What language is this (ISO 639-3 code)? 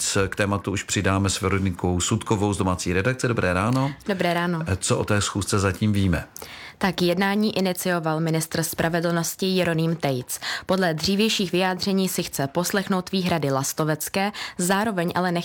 ces